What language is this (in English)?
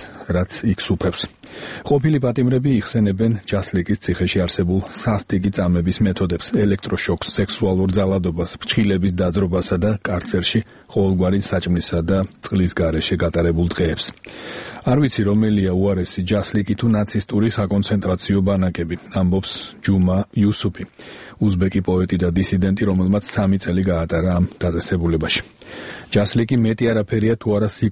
Georgian